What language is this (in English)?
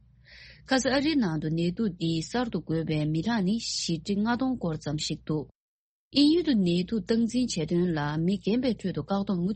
Tibetan